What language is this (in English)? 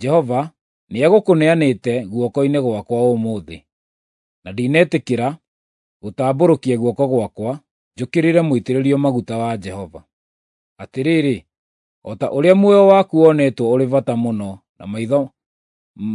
Kikuyu